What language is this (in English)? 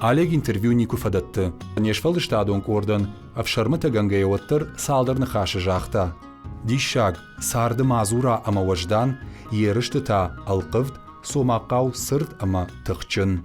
Ossetic